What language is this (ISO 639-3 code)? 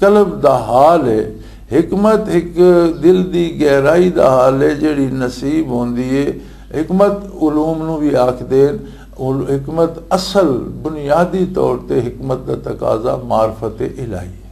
lah